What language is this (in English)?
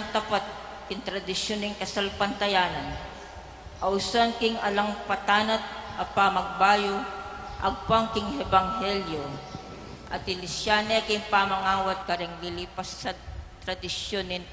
Pampanga